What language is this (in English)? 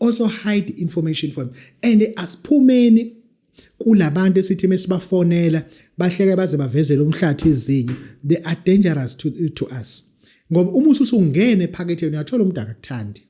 Zulu